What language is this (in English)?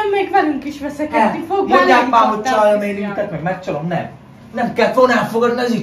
Hungarian